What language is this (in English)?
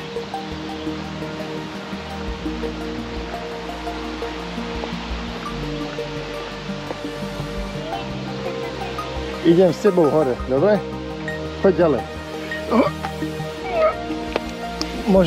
Slovak